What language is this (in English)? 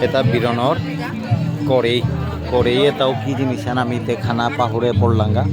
Bishnupriya